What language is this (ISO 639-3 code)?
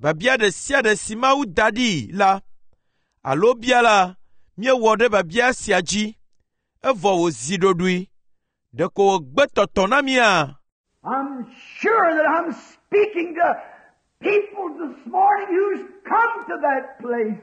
ewe